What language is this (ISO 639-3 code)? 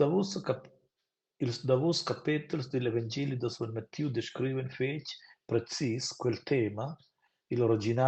roh